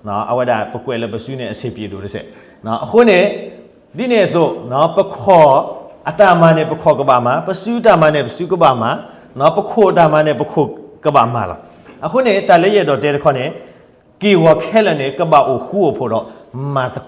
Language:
S'gaw Karen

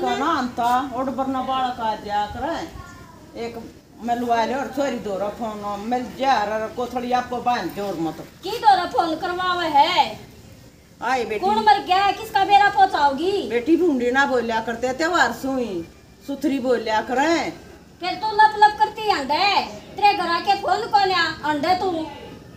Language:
Haryanvi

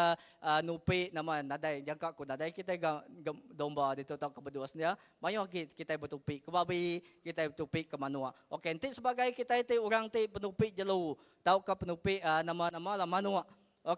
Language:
Iban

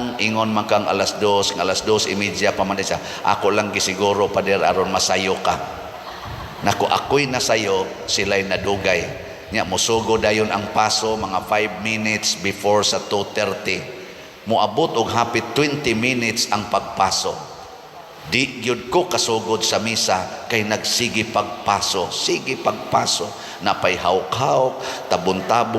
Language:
Cebuano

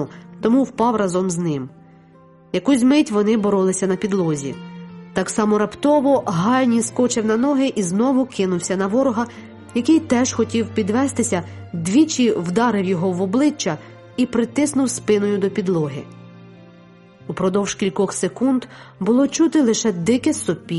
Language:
Ukrainian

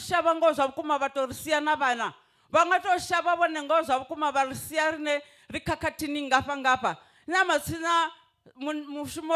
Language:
Venda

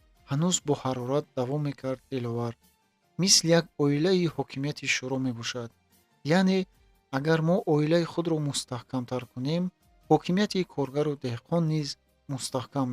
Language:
Tajik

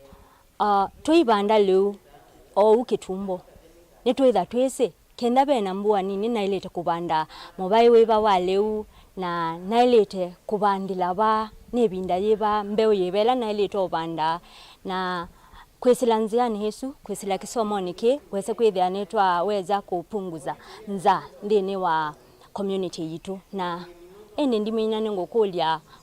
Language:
Kamba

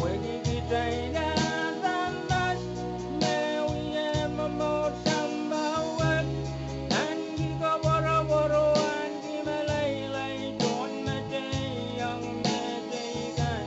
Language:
Pohnpeian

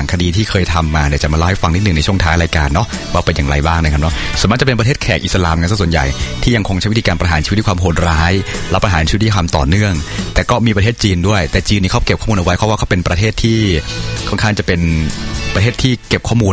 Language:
Thai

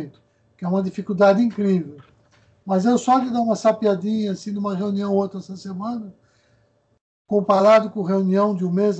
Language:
Portuguese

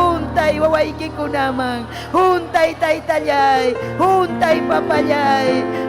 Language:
Ayacucho Quechua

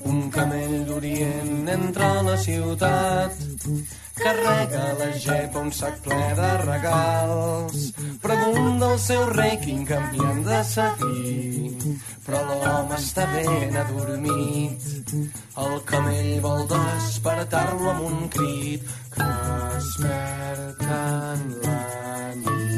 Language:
Catalan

